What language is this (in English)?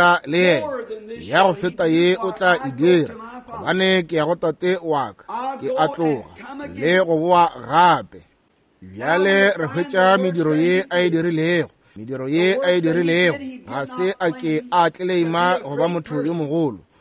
Northern Sotho